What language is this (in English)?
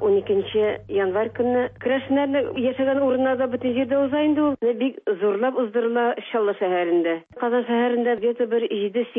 Tatar